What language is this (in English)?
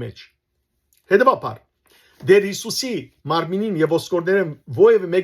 Western Armenian